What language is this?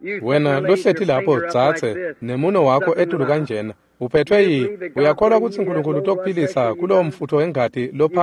Swati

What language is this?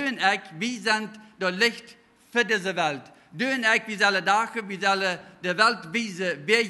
Plautdietsch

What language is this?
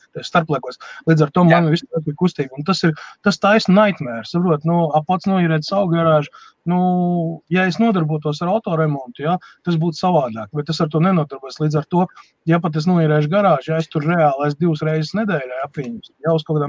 Latvian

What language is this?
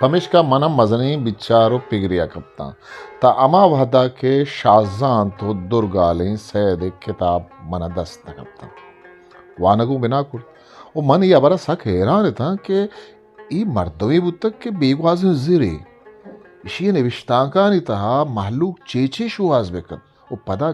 Eastern Balochi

